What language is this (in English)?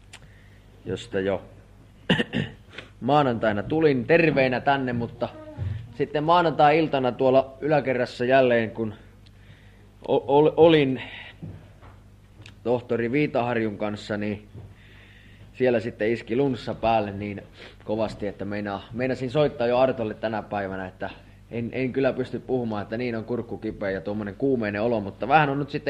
Finnish